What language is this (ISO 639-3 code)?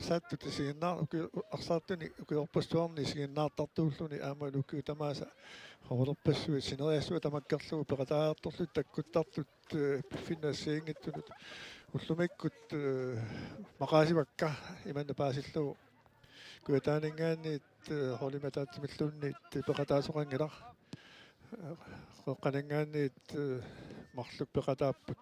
kal